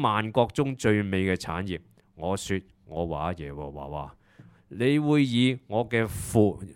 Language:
Cantonese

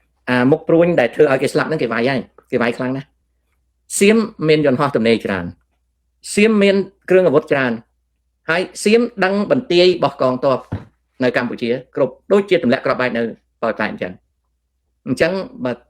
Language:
Khmer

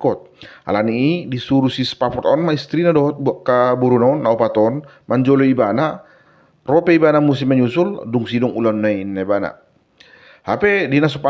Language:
Batak Toba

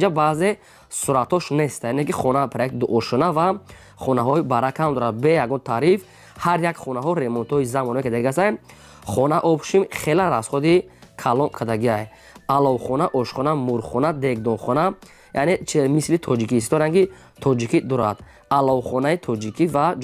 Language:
Tajik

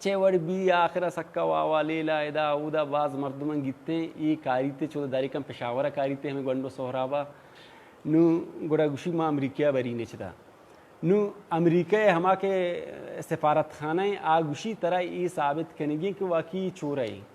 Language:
Baluchi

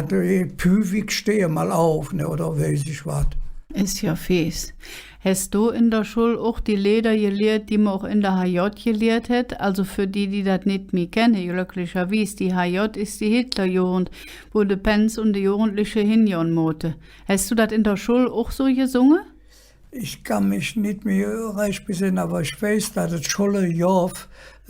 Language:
Colognian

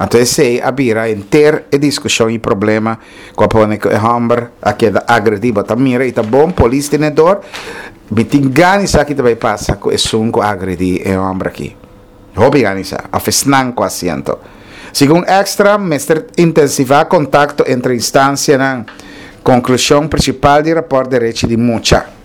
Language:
Papiamento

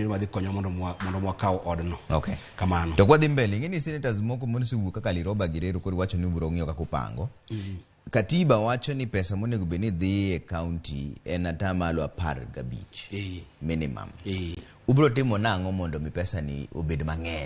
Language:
Luo (Kenya and Tanzania)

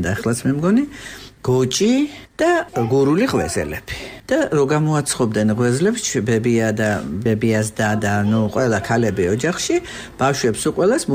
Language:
Georgian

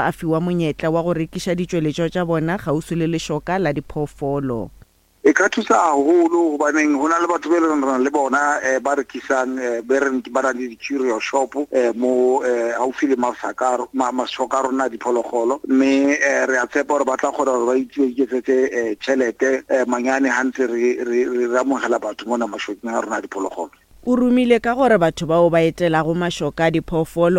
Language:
Northern Sotho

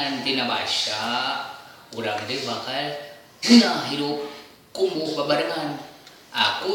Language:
Sundanese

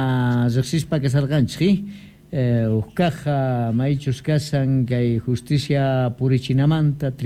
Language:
South Bolivian Quechua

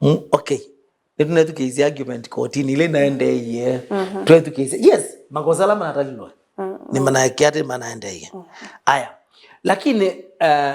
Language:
Kamba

